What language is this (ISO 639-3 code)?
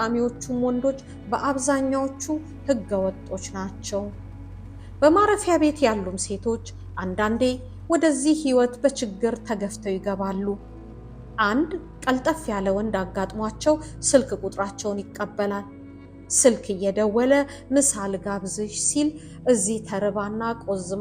amh